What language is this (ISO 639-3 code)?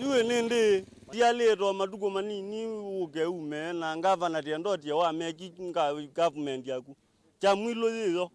kam